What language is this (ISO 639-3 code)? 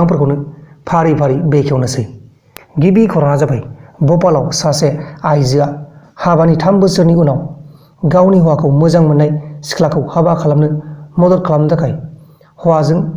brx